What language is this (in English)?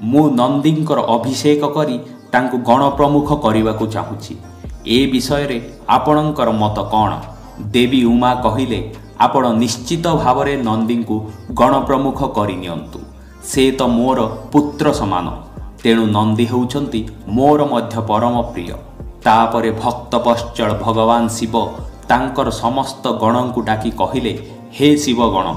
Odia